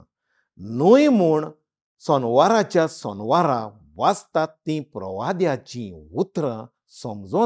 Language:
Konkani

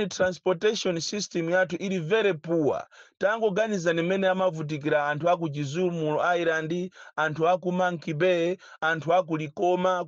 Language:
Nyanja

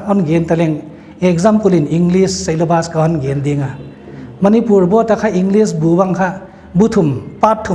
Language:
Paite Chin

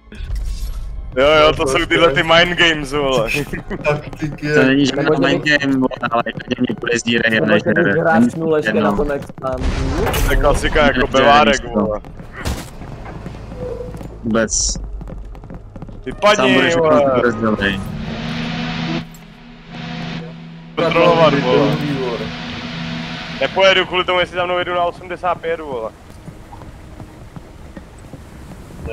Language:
Czech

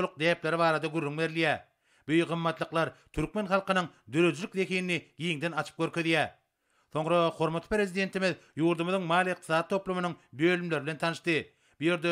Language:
Turkmen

